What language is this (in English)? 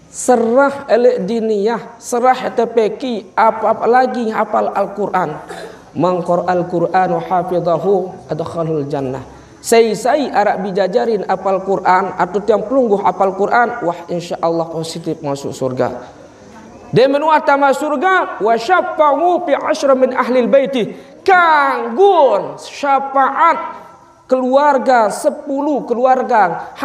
Sasak